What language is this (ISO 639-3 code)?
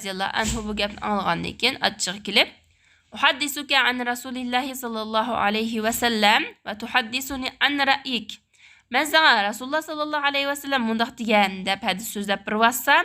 uig